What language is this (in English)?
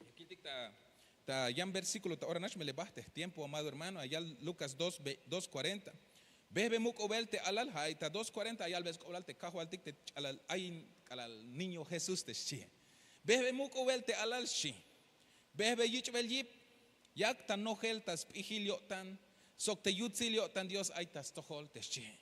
Tzeltal